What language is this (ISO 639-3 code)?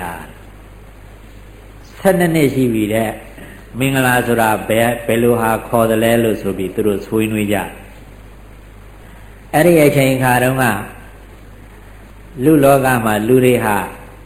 mya